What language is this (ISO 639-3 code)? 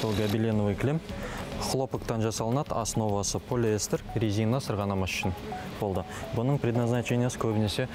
kaz